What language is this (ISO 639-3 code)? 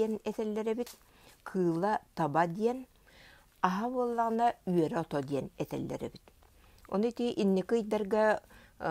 sah